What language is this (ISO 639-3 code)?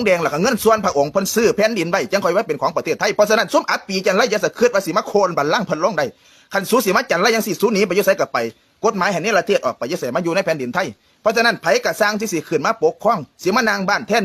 lao